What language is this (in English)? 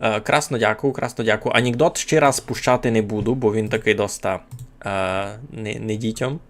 Rusyn